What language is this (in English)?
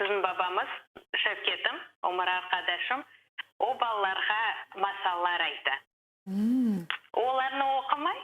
Crimean Tatar